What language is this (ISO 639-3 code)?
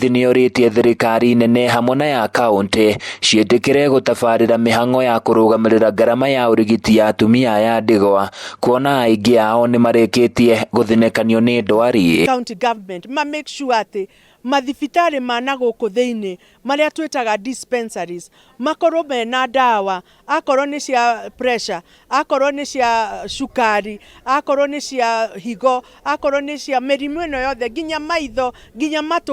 kik